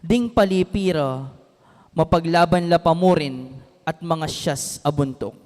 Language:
Pampanga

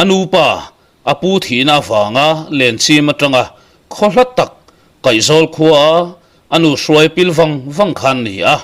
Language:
Mizo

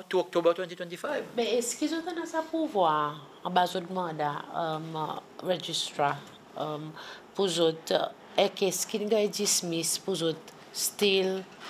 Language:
Seselwa Creole French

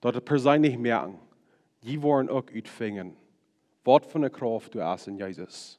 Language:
Plautdietsch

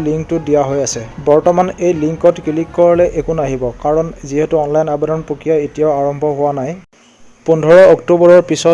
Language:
Assamese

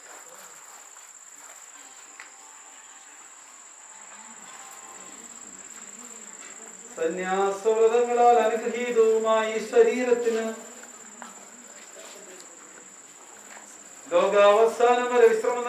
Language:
Malayalam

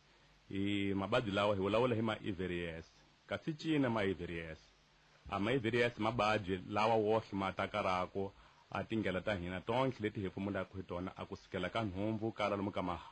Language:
Tsonga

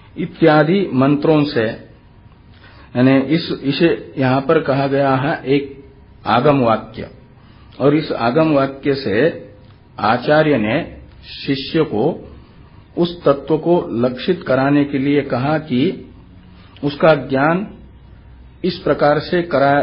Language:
Hindi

